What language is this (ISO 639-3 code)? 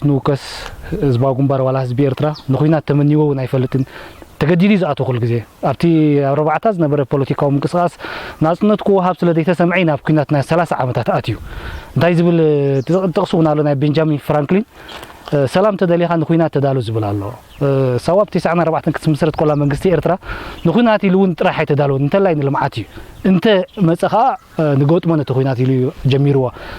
tir